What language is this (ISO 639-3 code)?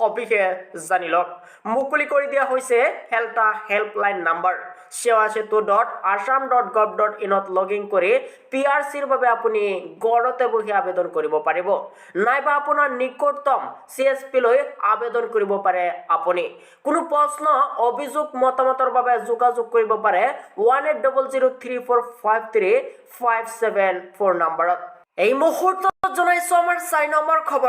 asm